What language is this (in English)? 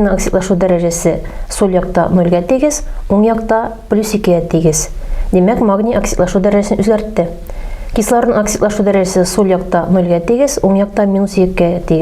Tatar